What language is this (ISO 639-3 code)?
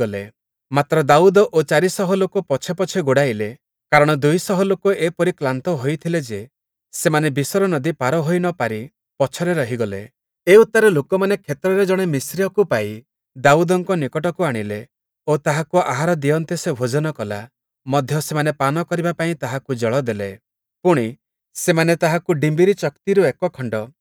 ori